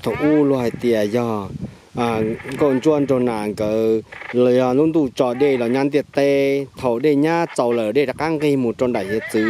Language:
Hmong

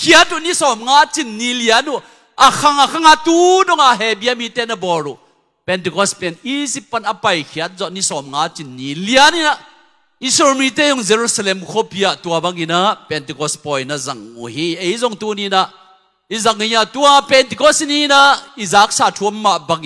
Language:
Tedim Chin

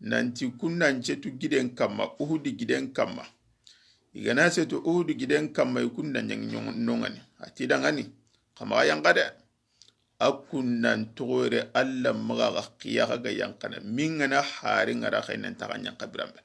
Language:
Soninke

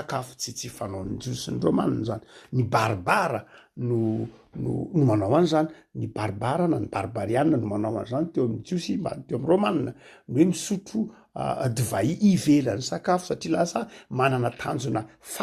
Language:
Malagasy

